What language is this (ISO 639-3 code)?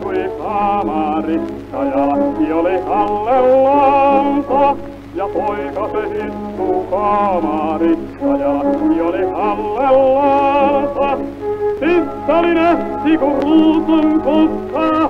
fin